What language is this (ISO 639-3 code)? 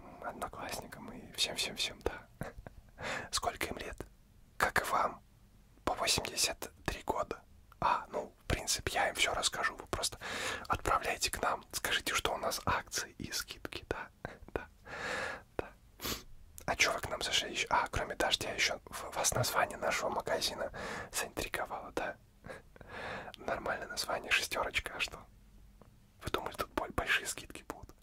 rus